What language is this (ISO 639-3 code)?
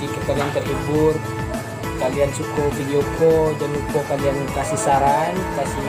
min